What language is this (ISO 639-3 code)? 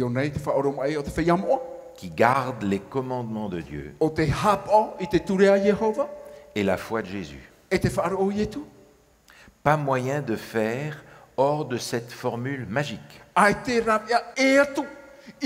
tah